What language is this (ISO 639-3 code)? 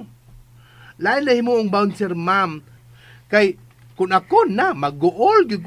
ceb